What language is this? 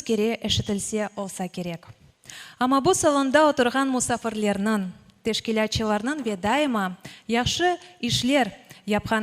Crimean Tatar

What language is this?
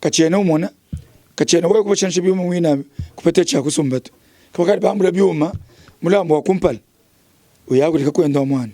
Luba-Lulua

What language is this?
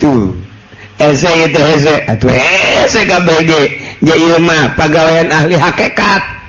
Sundanese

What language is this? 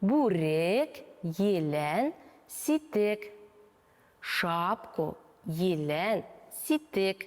Bashkir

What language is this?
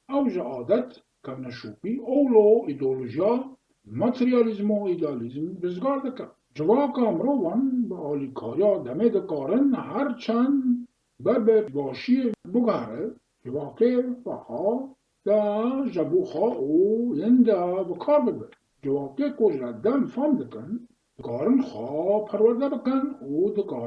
Kurdish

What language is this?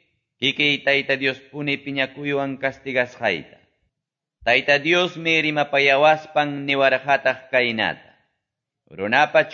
Quechua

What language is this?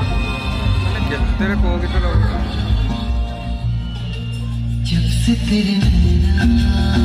Hindi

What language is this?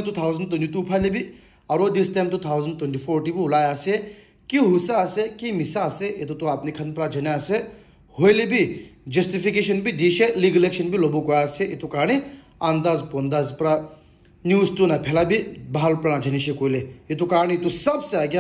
Naga Pidgin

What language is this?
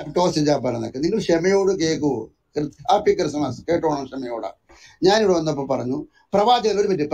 Malayalam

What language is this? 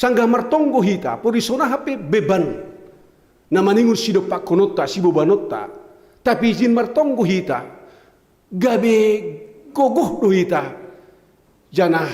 Batak Simalungun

